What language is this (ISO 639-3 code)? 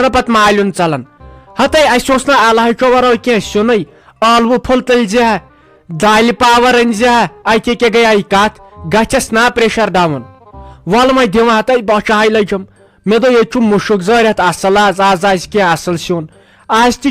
kas